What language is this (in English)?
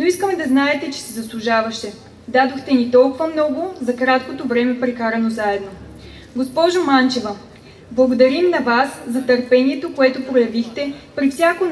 Bulgarian